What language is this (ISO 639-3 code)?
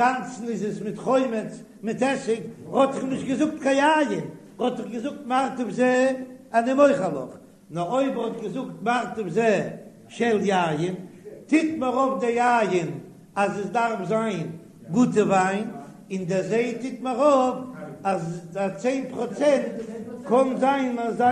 yid